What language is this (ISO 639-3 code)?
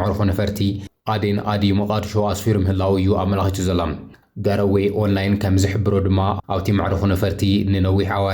tir